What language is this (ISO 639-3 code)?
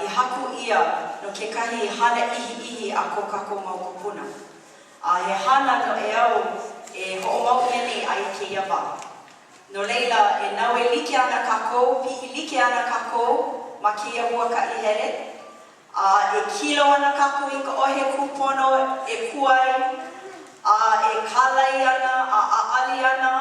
haw